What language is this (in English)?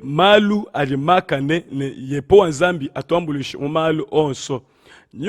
Luba-Lulua